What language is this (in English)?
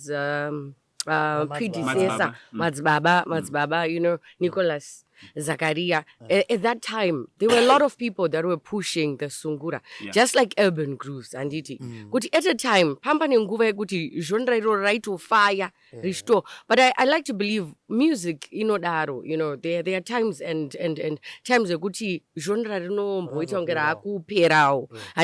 Shona